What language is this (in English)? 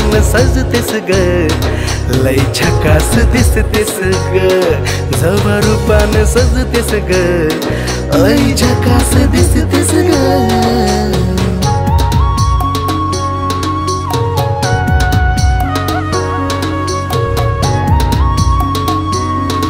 Marathi